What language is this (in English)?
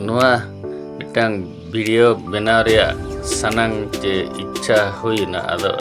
Santali